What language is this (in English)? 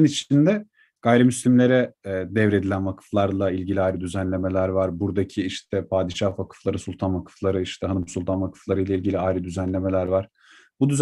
Turkish